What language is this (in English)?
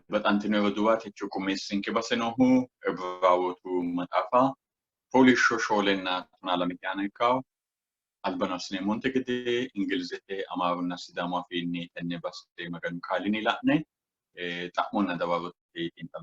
Sidamo